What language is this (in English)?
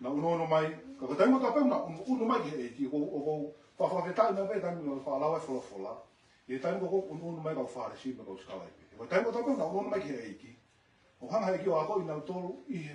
Tongan